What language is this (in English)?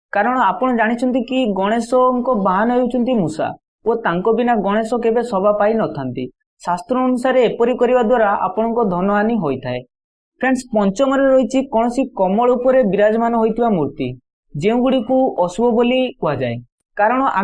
Odia